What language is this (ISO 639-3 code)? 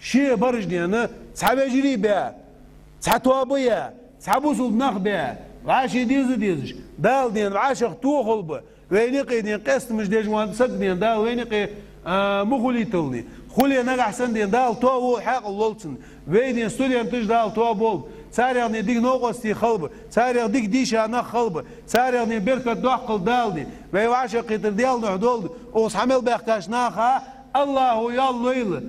inh